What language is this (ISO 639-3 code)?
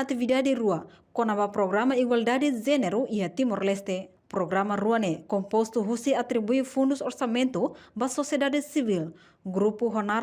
tet